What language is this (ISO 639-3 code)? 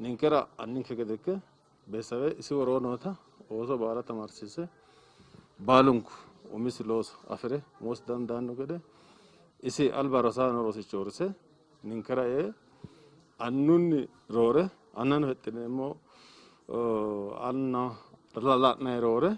sid